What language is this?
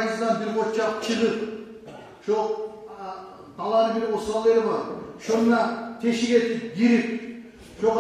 Kumyk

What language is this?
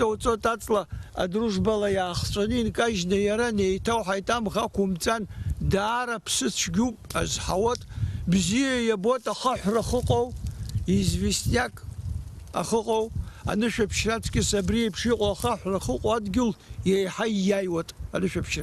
Abkhazian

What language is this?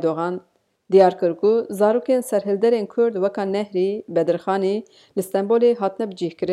Kurdish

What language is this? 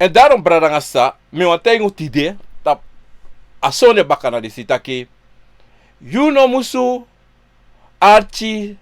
Sranan Tongo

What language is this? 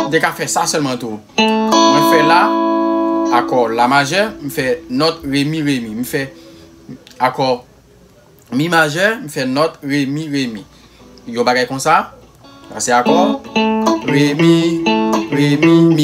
Haitian Creole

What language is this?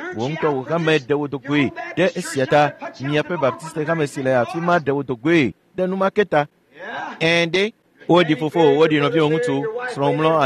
Ewe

